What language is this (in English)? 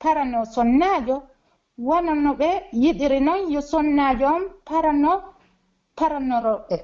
Pular